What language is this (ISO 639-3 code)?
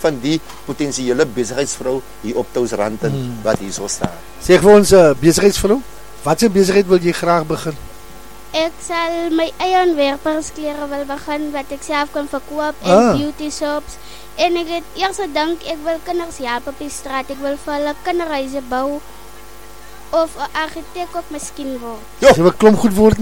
afr